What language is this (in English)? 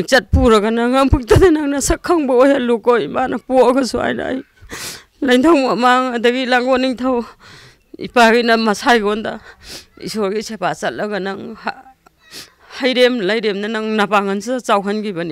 Manipuri